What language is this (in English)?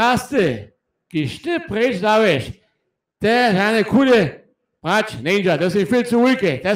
Upper Sorbian